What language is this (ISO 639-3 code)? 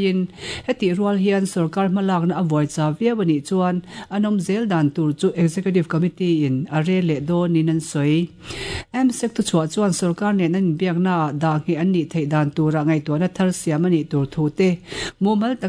lus